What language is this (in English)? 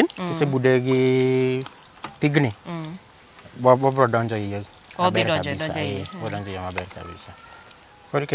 Luo (Kenya and Tanzania)